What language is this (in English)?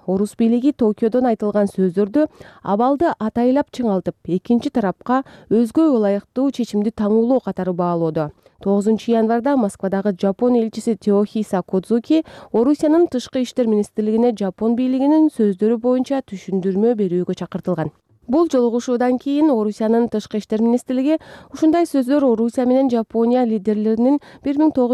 Kyrgyz